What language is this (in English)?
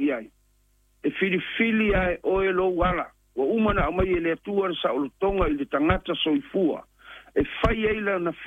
Samoan